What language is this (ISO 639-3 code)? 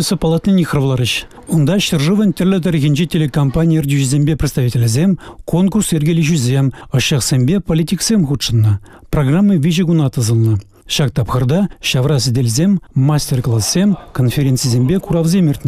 chv